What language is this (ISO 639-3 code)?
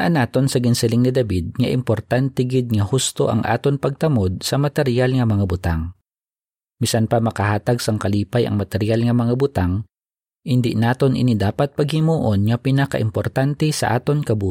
hil